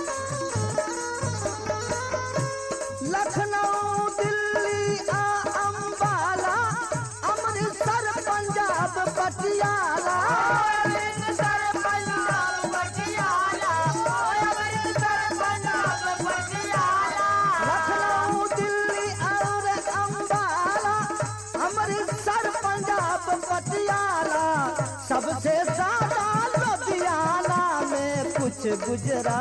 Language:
Bhojpuri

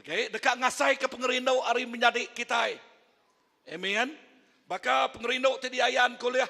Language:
Iban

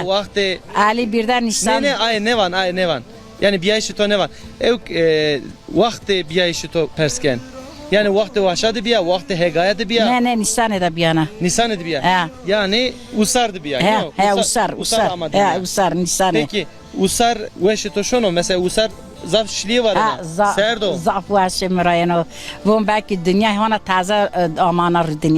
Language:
Zaza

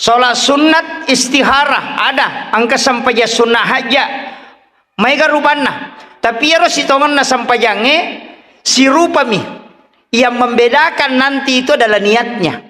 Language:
Buginese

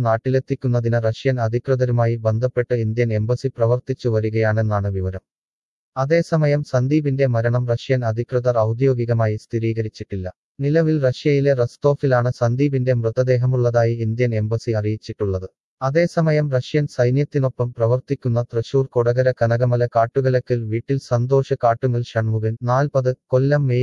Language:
Malayalam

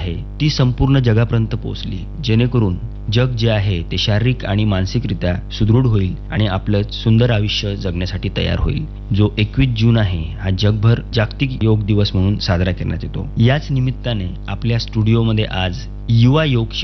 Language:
Marathi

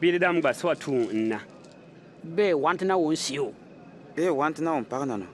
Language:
Bimoba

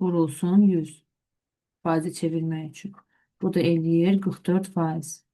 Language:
Azerbaijani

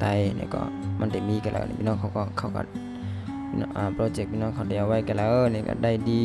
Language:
Shan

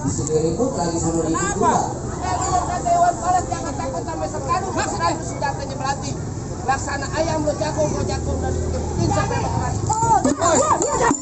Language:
Betawi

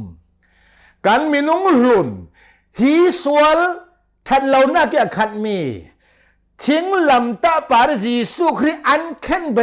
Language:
Hakha Chin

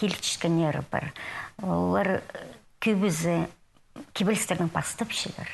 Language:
Khakas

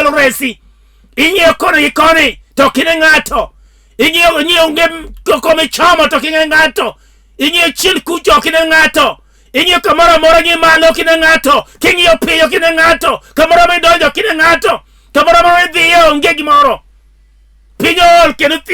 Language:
Luo (Kenya and Tanzania)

